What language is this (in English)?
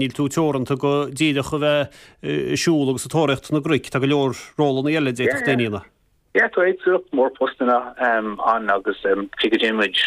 Irish